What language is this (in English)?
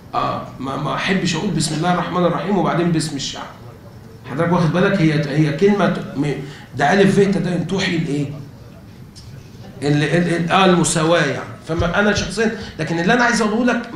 Egyptian Arabic